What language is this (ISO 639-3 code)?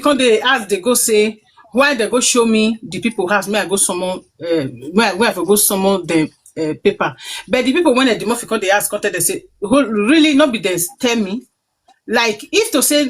pcm